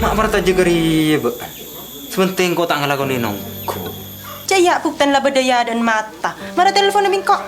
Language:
Madurese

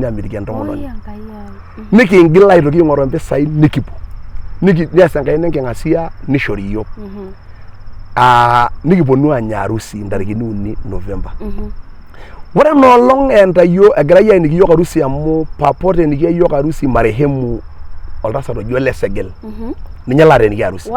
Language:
Masai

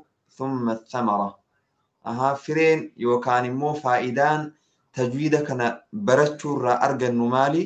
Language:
Oromo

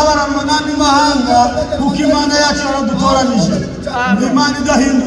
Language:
Kinyarwanda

